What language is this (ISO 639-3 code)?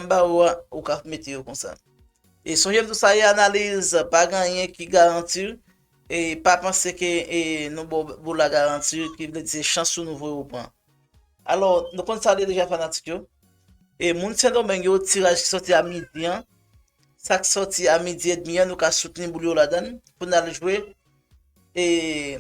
hat